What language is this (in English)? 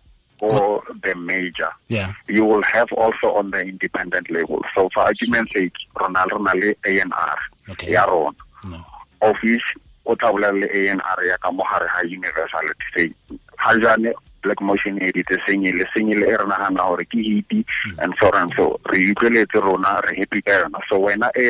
Tswana